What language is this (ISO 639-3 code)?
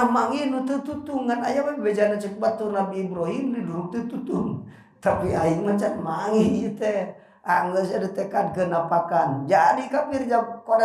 sun